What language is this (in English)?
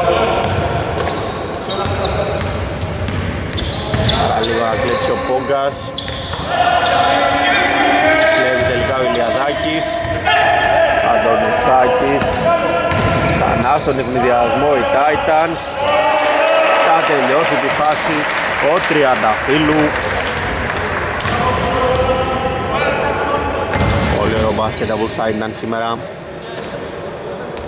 Greek